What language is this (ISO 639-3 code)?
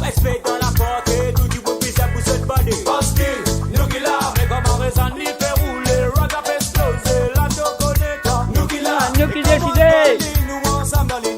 mfe